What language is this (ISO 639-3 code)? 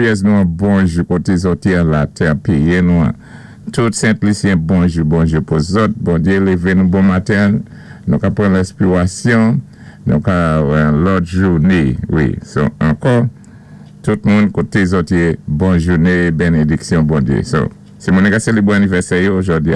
acf